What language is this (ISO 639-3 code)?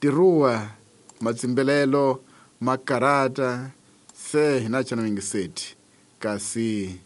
tso